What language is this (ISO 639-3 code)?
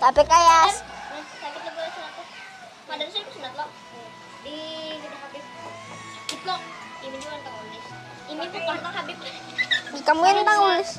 bjn